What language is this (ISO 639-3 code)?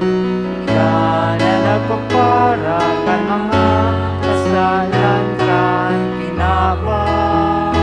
bik